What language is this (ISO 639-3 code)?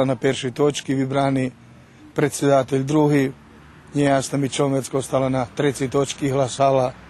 rue